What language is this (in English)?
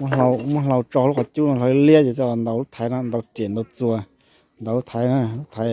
Hmong